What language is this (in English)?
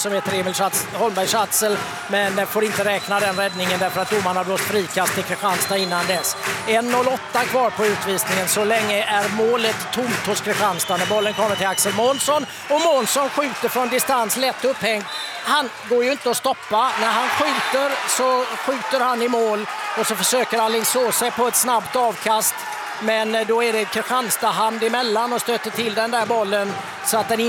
Swedish